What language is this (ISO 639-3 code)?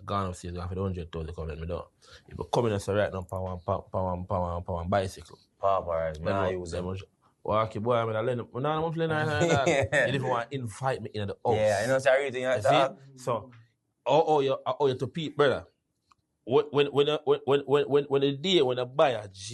jam